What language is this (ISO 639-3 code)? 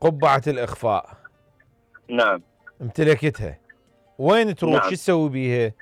acm